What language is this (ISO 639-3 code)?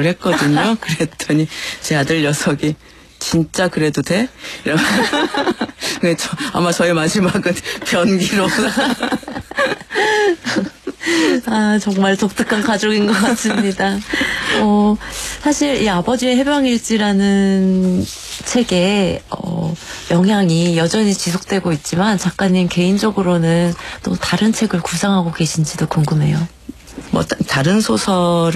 kor